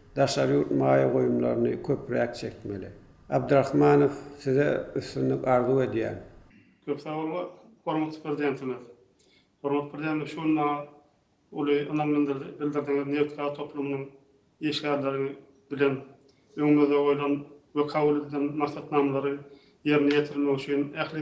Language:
Turkmen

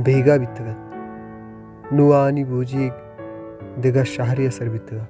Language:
Baluchi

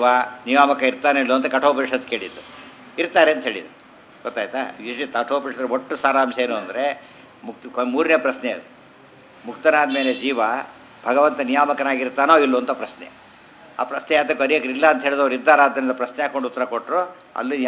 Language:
Kannada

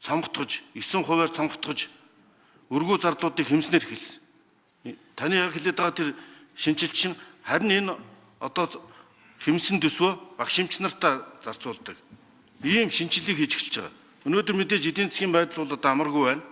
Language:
Mongolian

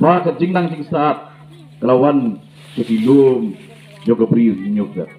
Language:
Khasi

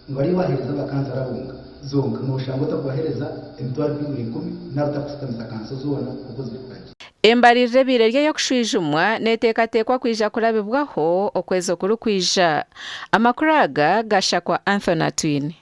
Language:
Nyankole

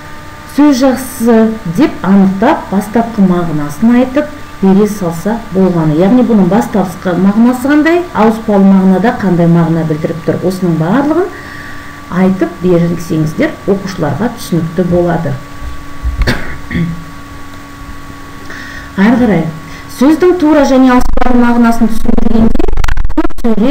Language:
Kazakh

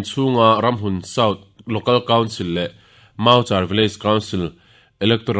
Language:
Mizo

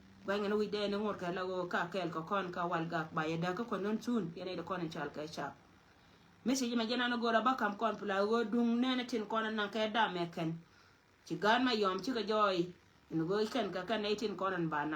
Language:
Nuer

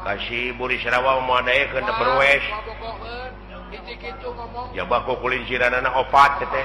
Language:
Sundanese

